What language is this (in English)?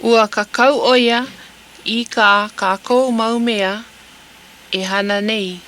Hawaiian